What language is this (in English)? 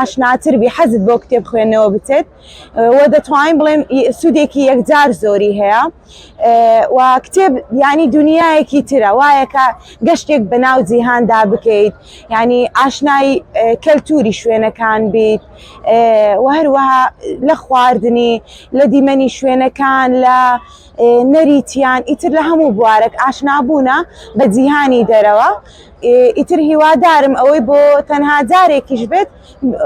Central Kurdish